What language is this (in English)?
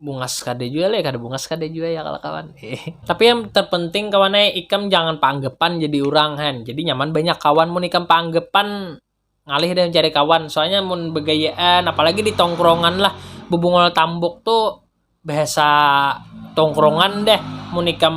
Banjar